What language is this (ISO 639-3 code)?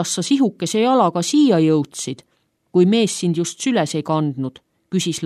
est